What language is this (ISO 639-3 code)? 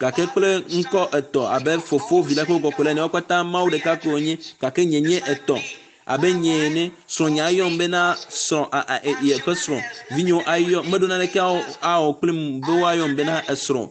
ewe